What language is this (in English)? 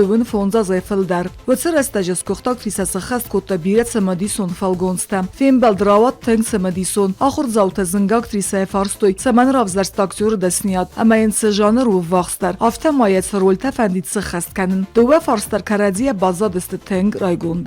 Ossetic